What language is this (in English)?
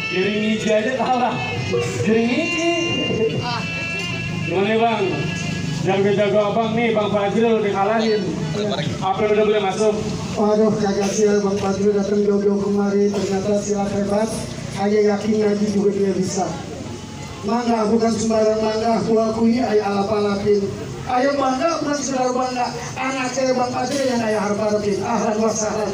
Betawi